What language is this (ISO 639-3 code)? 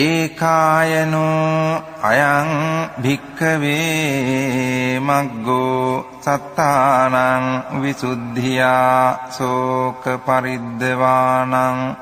pli